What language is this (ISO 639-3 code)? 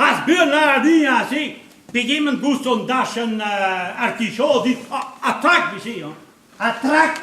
bre